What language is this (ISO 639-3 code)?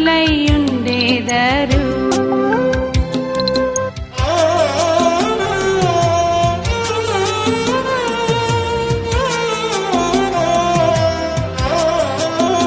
tel